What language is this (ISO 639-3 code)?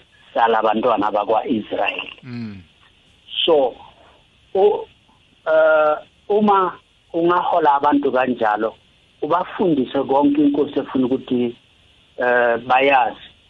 nbl